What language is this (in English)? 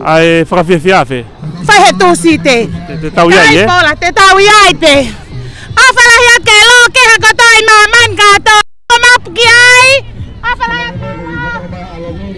Tongan